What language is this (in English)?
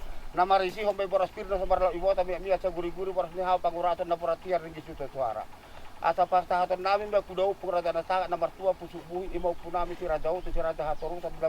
Batak Toba